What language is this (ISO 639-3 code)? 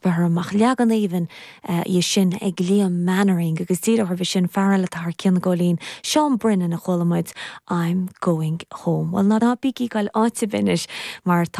gle